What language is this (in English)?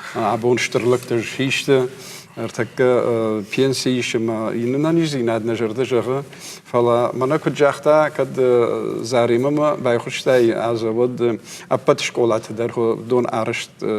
Ossetic